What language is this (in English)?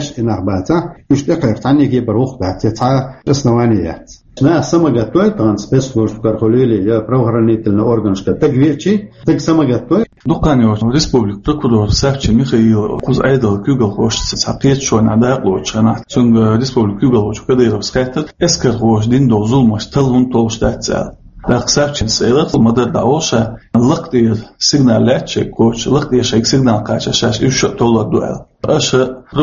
Chechen